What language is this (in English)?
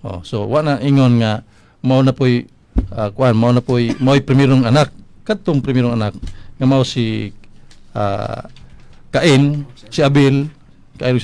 Cebuano